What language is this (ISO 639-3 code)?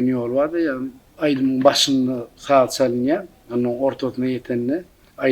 tuk